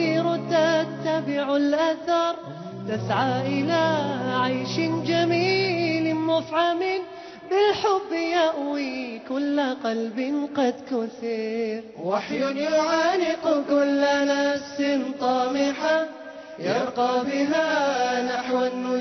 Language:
Arabic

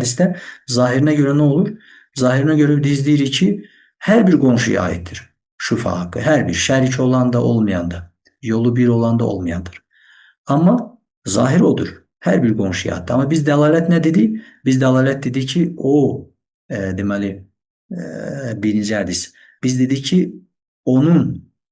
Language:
Azerbaijani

